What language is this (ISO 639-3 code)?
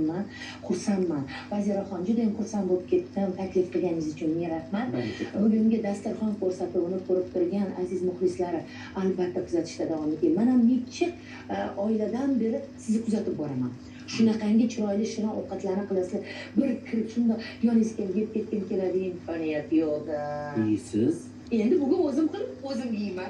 uzb